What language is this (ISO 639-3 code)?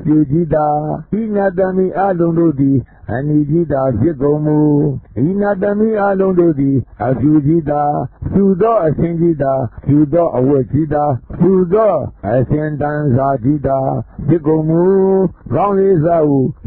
mya